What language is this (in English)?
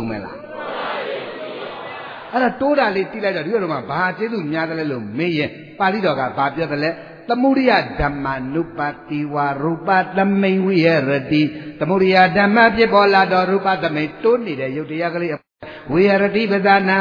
Burmese